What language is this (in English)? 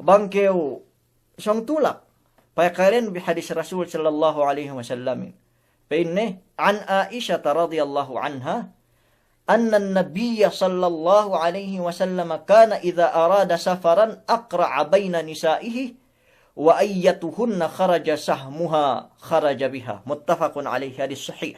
Yakan